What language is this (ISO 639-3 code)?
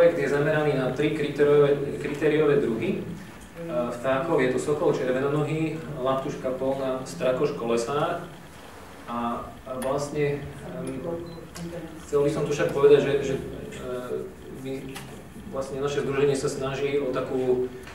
slk